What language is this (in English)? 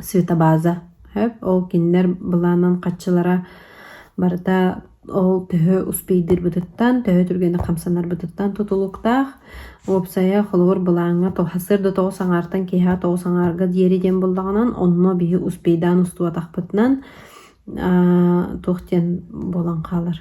Yakut